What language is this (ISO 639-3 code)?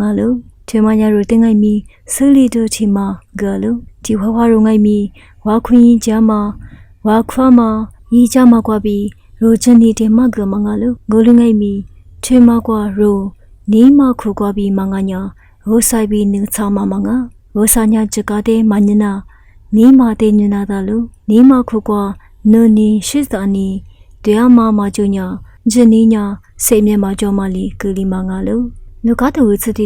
lis